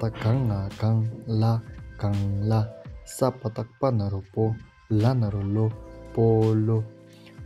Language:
Tibetan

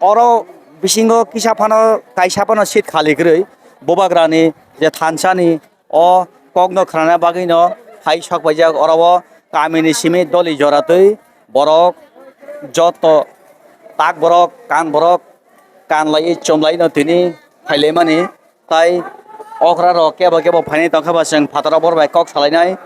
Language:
Kok Borok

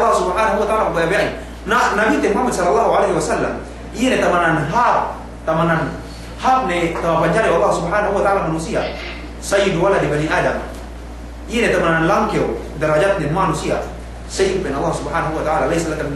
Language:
Yakan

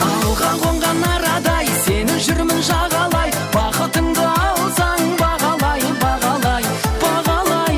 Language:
Kara-Kalpak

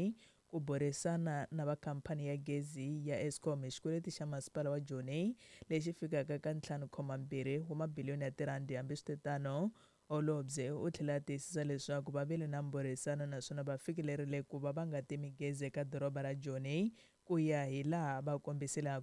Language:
Tsonga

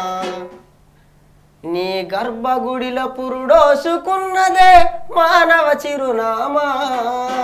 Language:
Telugu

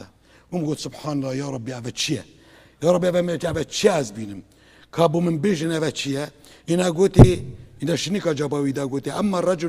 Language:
Kurdish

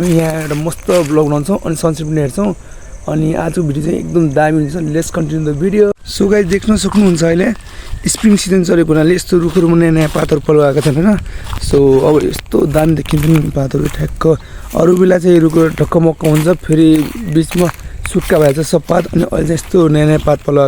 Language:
Nepali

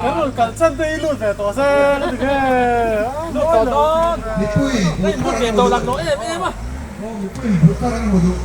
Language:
Mizo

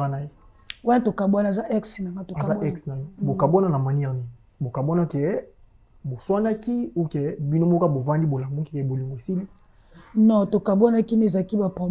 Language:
Lingala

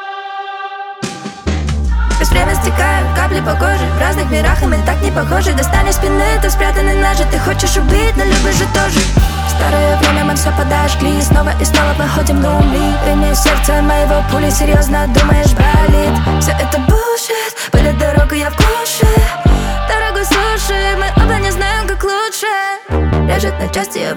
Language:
Russian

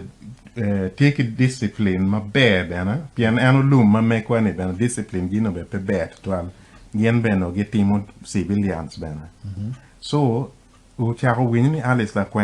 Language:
Acoli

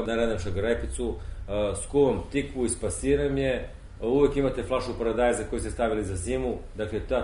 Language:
Serbian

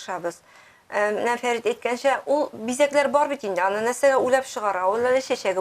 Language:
Tatar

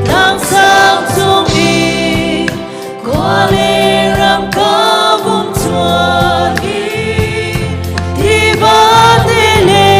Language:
Hakha Chin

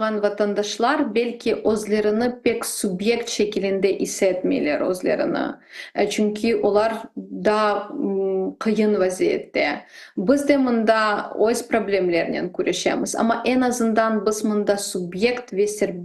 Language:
Crimean Tatar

